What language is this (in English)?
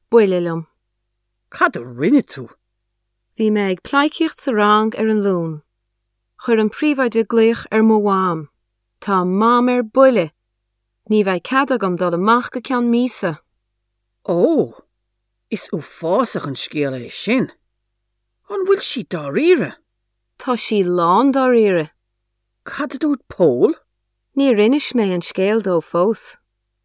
Irish